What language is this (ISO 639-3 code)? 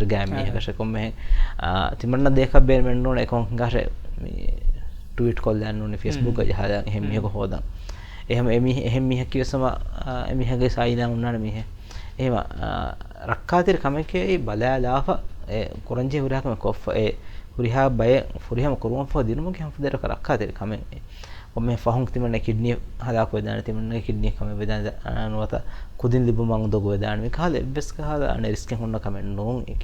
div